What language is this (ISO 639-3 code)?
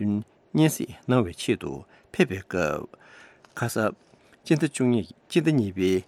bod